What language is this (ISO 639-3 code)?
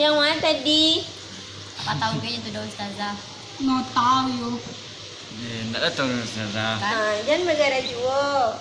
min